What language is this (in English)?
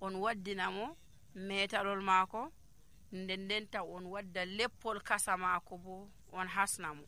Nigerian Fulfulde